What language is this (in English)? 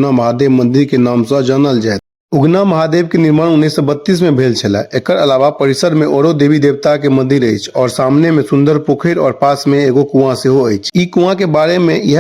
Maithili